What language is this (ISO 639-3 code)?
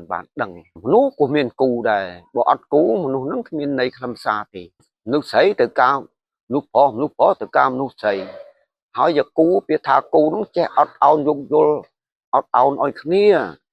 khm